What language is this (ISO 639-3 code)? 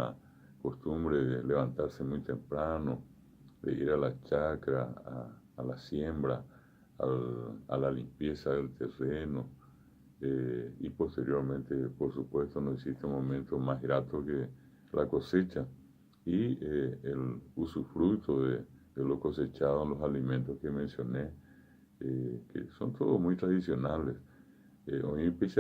grn